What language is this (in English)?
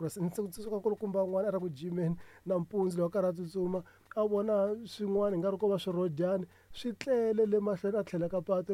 Tsonga